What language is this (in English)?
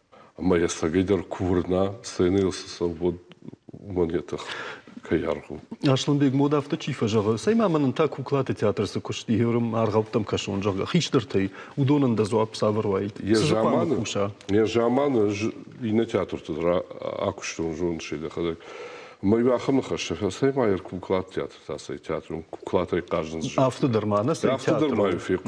Ossetic